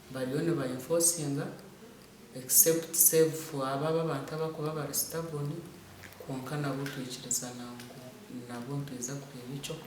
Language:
Nyankole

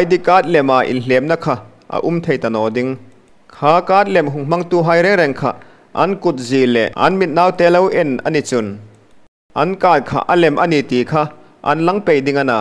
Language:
Hmar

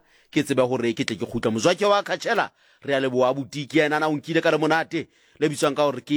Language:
Southern Sotho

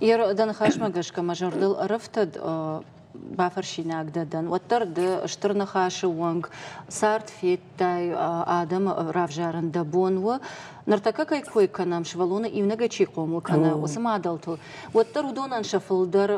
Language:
Ossetic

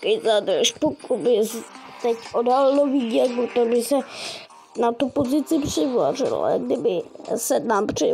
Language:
Czech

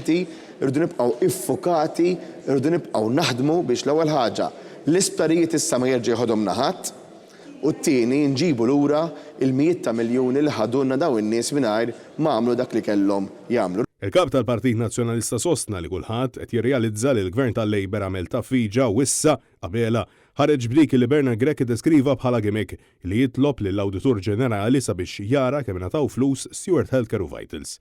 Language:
Maltese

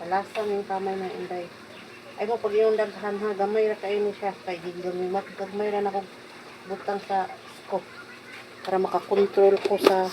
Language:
Cebuano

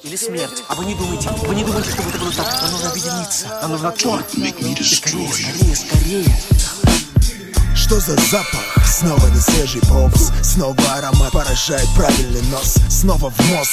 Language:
Russian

